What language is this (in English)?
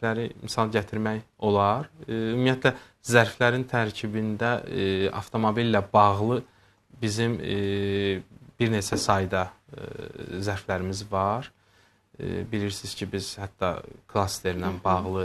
Azerbaijani